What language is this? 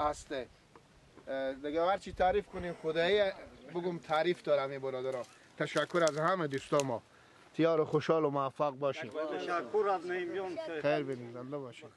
Persian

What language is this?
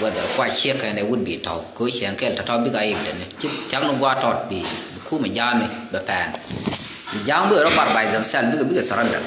Nuer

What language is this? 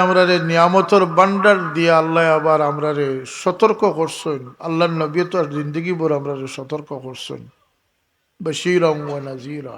Sylheti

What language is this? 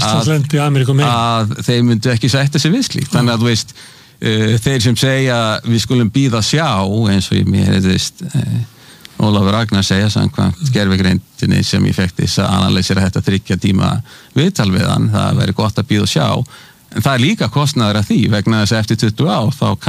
Icelandic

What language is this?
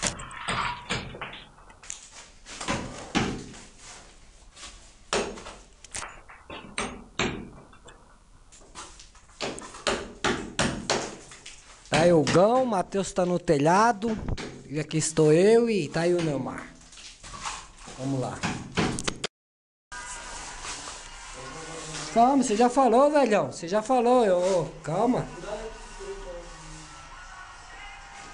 Portuguese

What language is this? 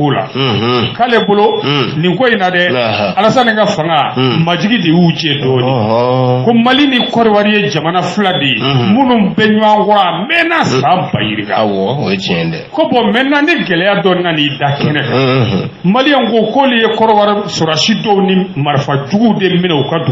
Bambara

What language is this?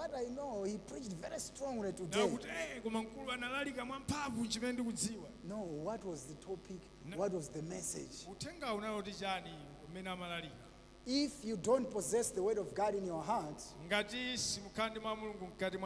Nyanja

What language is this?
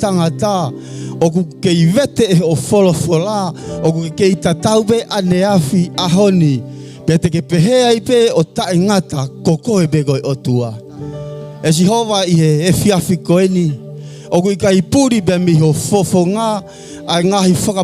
Tongan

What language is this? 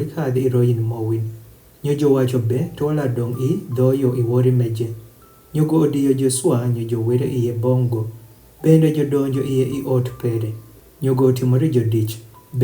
Adhola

